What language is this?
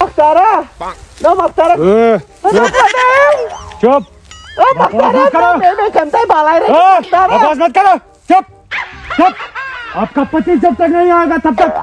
Kashmiri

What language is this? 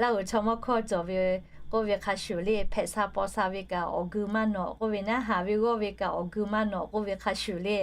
Lahu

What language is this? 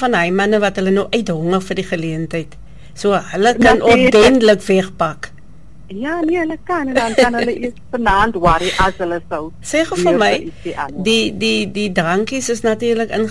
Afrikaans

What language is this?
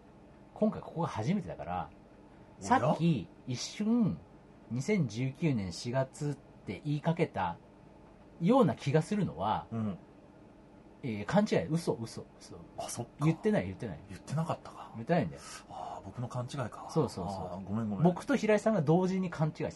Japanese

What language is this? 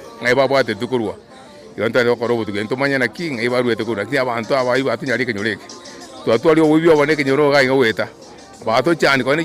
Gusii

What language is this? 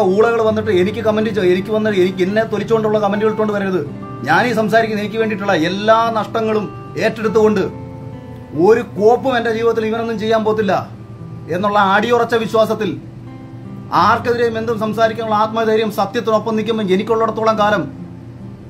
Malayalam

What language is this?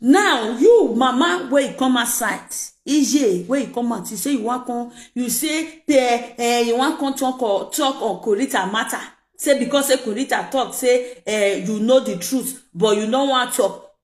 Nigerian Pidgin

